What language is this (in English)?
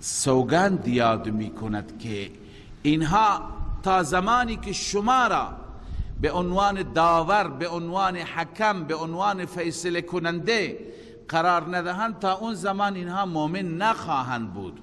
Persian